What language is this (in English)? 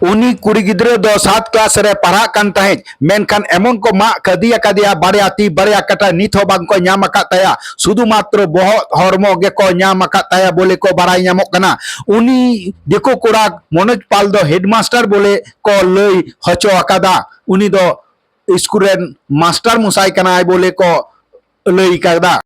Santali